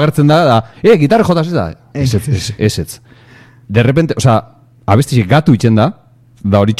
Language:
Basque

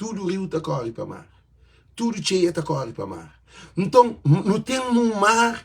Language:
Kabuverdianu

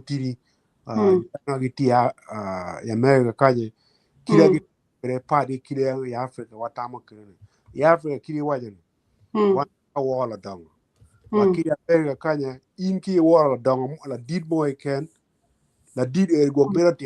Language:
Acoli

